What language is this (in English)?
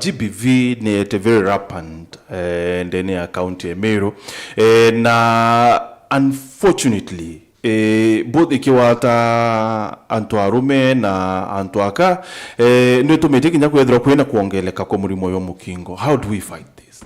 Meru